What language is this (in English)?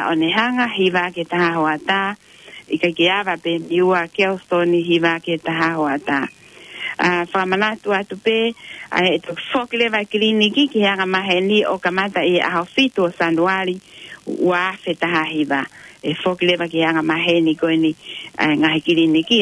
Tongan